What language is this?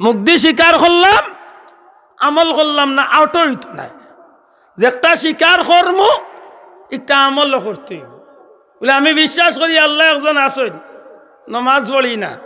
Sylheti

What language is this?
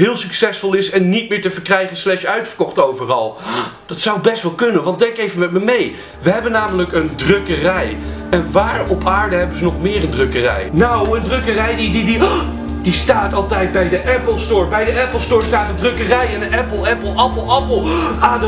Dutch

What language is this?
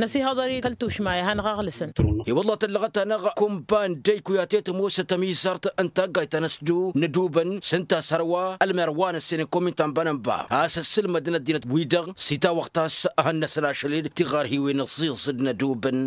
Tamasheq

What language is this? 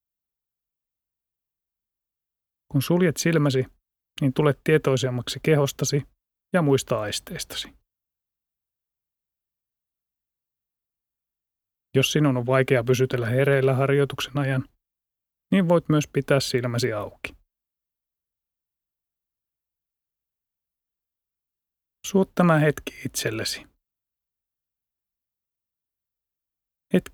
Finnish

